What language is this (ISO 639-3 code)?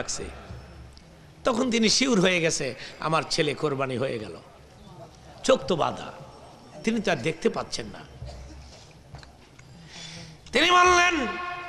ben